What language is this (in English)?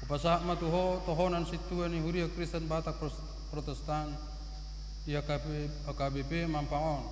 Batak Toba